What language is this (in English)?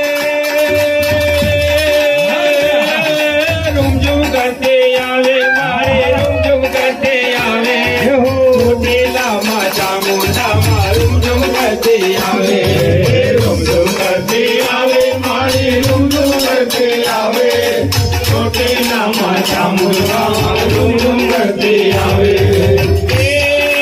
Gujarati